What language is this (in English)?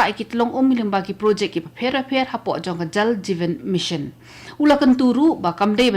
Khasi